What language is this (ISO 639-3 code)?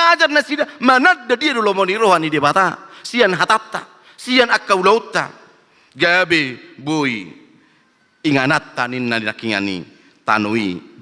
bbc